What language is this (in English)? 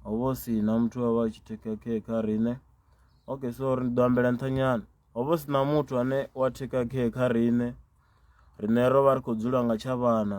Venda